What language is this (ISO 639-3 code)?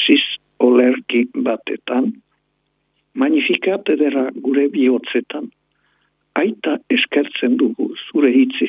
eus